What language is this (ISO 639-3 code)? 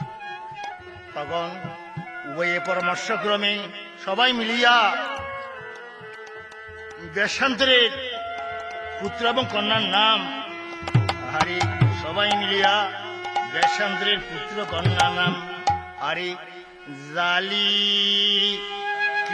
ben